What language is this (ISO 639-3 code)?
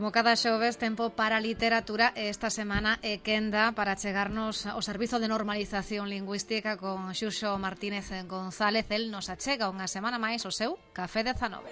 glg